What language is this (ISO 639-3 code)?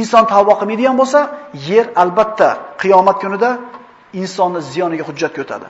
uzb